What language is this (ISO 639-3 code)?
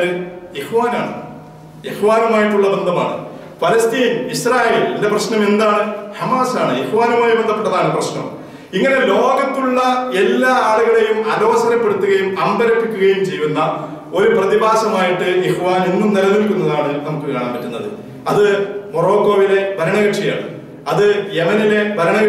mal